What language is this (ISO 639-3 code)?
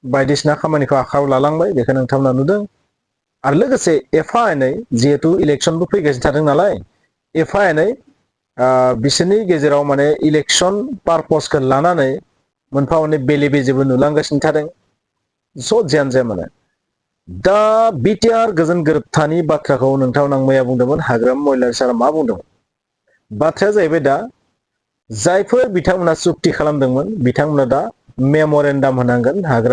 brx